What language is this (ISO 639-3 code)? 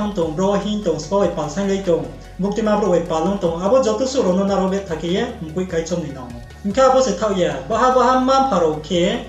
ria